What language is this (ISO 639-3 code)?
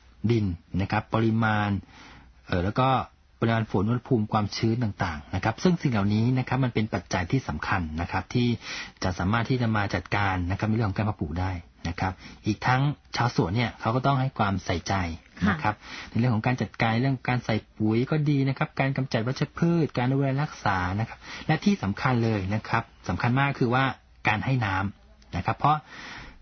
tha